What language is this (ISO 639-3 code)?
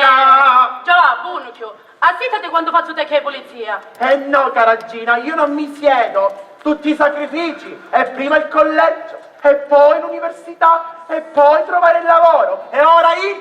scn